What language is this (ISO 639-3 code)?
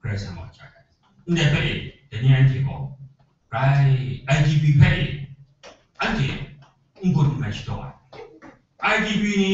kac